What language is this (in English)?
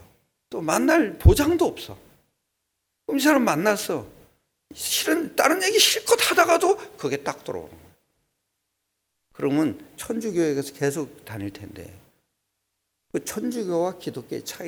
Korean